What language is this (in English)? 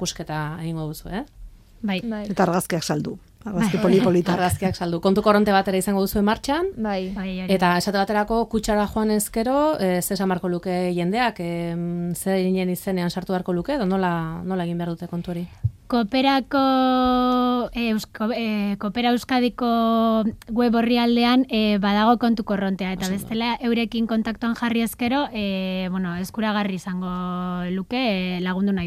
Basque